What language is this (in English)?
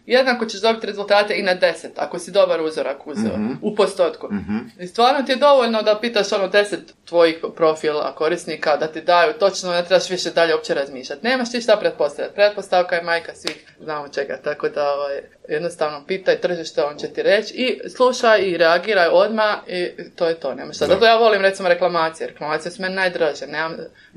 Croatian